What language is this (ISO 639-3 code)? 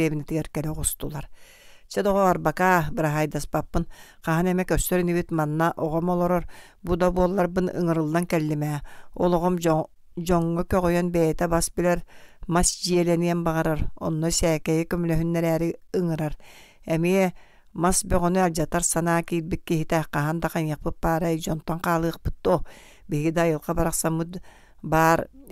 sah